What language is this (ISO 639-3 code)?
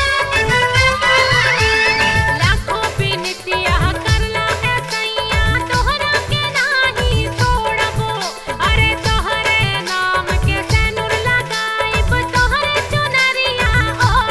bho